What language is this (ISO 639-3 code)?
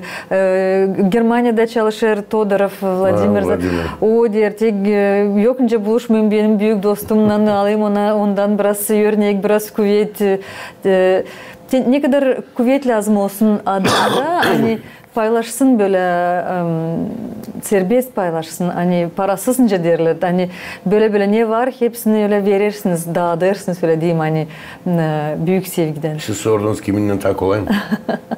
gag